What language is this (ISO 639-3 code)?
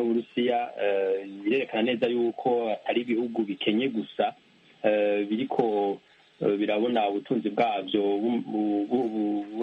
run